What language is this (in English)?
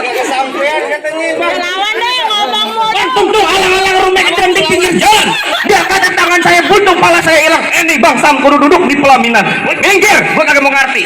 Betawi